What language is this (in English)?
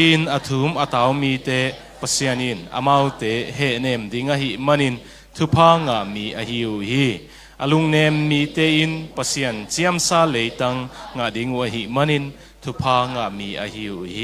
Tedim Chin